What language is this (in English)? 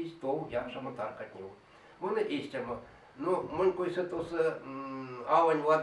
Erzya